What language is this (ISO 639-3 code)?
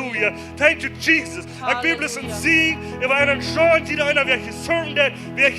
pdt